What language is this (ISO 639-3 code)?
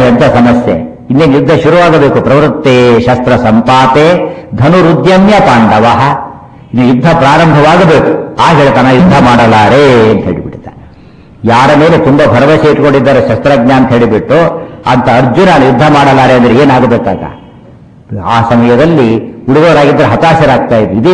kan